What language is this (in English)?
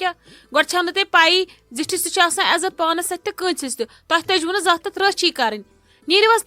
Kashmiri